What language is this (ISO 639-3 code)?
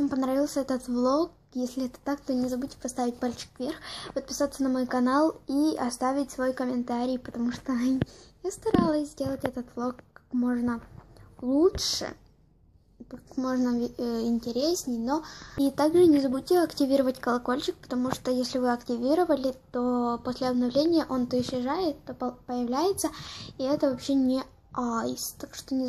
rus